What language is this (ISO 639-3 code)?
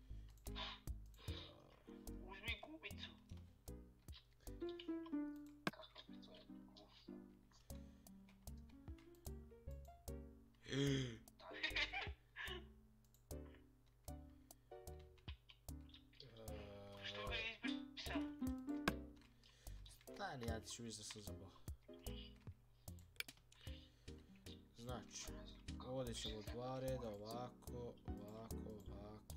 hrv